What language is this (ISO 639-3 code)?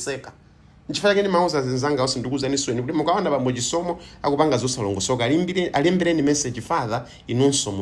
nya